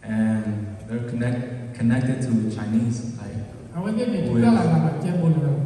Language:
S'gaw Karen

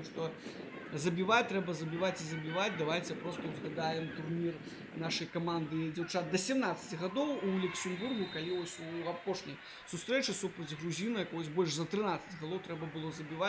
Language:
Belarusian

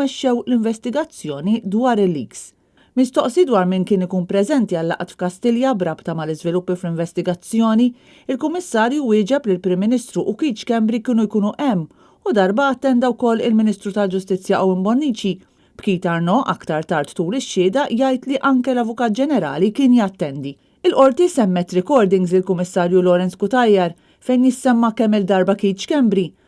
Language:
Maltese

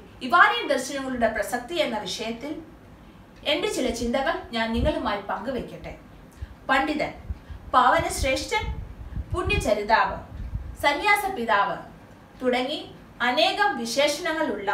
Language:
Malayalam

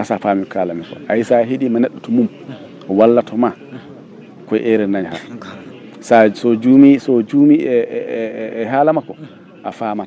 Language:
Fula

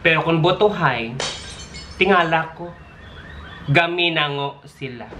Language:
Hiligaynon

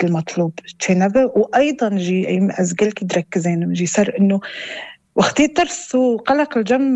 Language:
North Levantine Arabic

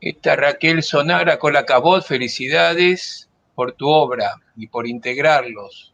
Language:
Ladino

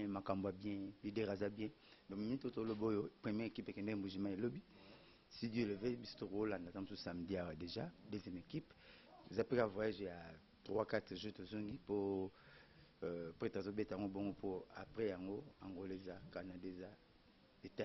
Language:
Lingala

